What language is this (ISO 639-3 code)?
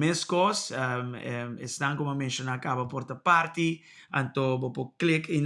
pap